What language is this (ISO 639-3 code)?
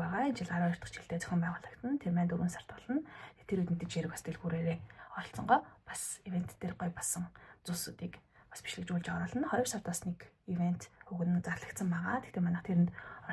mon